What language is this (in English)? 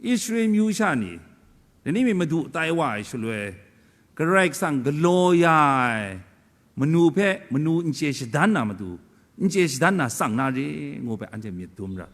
Kachin